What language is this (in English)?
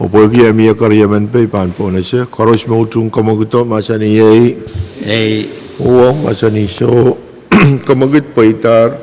Pohnpeian